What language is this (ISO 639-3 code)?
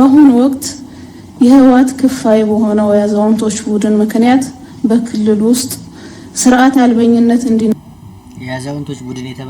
amh